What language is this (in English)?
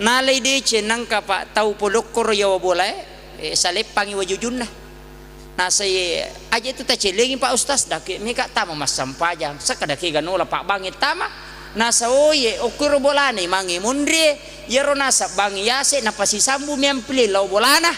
Buginese